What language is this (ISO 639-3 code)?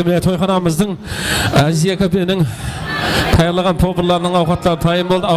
kaa